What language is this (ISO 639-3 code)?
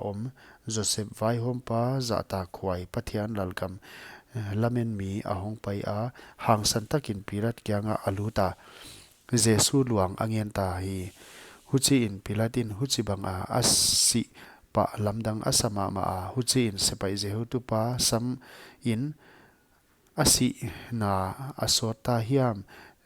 pck